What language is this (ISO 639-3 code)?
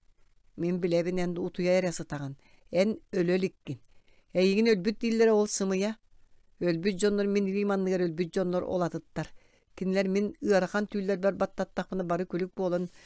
sah